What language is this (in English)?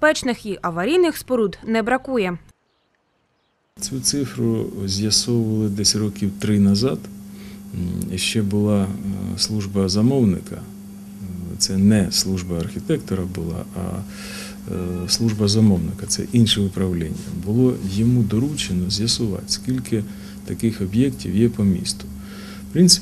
Ukrainian